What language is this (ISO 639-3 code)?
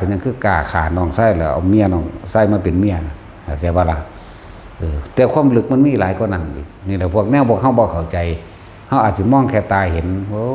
tts